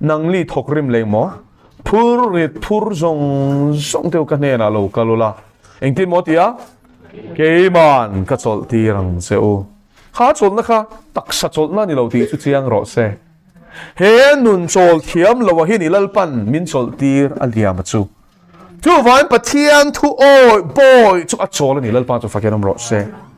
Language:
Mizo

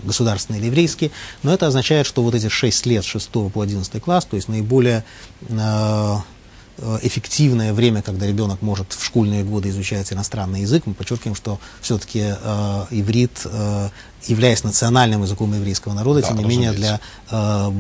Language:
Russian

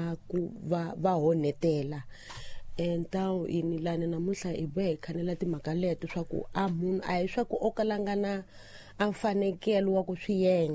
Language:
Tsonga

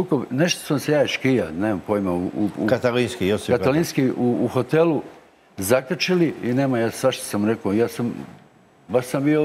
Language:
Croatian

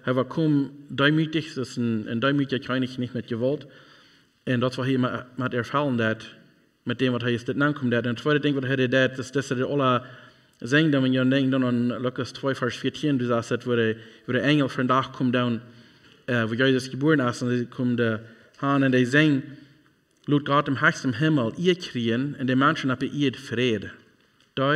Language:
Plautdietsch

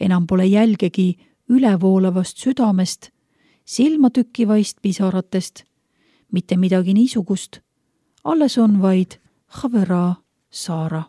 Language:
Estonian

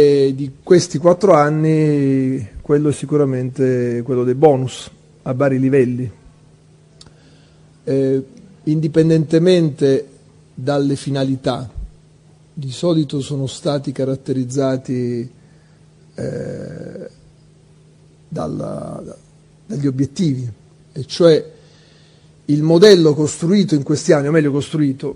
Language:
Italian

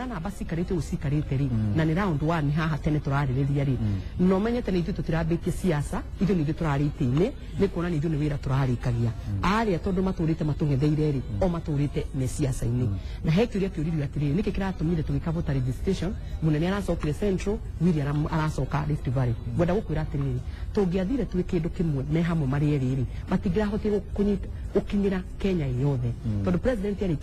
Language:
Kikuyu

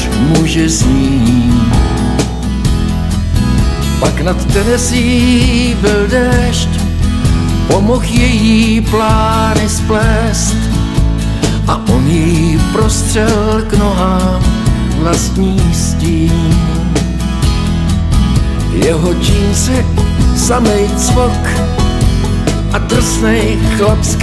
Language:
Czech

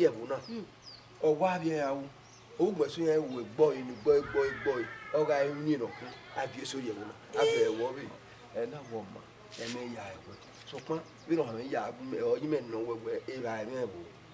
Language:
Bini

